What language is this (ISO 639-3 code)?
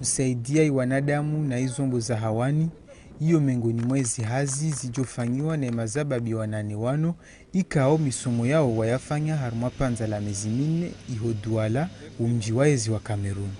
zdj